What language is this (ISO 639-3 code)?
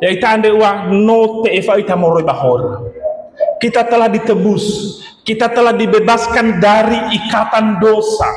nia